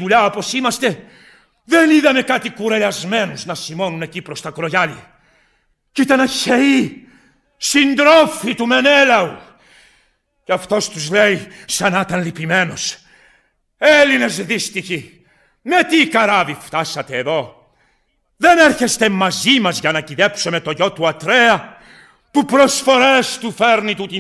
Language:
Greek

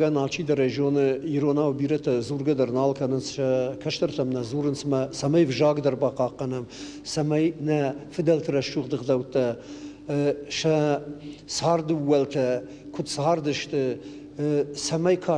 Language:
Ossetic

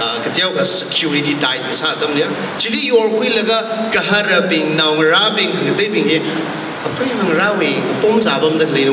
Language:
Tangkhul Naga (India)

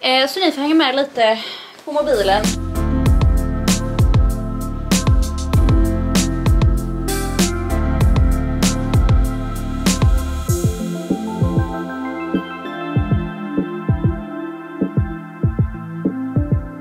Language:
Swedish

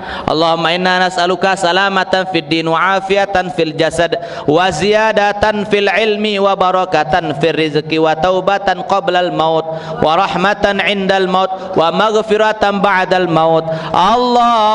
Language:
Sasak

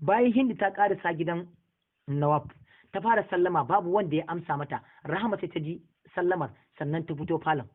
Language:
Hausa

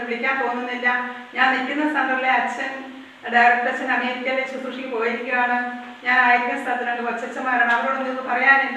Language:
Malayalam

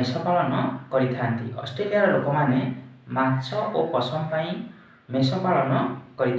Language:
Odia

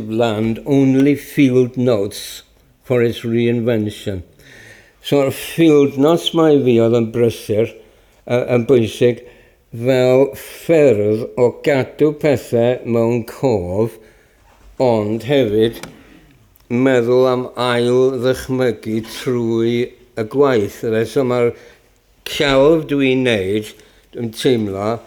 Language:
Welsh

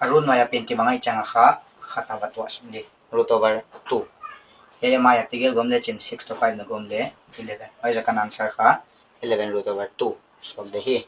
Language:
Paite Chin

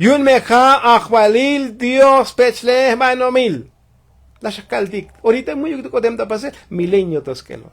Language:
Tzotzil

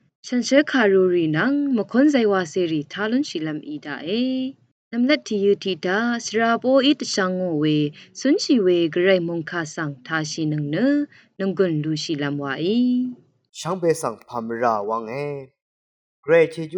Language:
Rawang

